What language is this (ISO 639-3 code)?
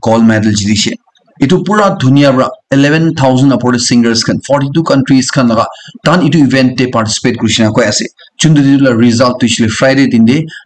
nag